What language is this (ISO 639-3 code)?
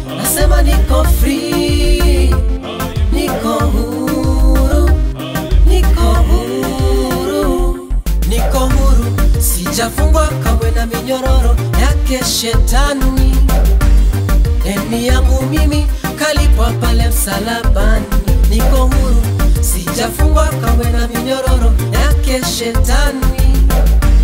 swa